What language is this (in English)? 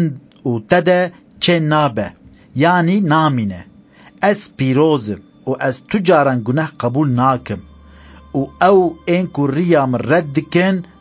Kurdish